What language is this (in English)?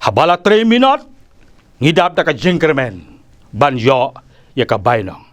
Khasi